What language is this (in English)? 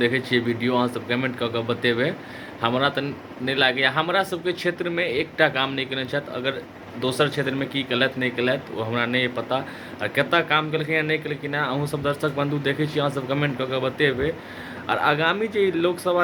Maithili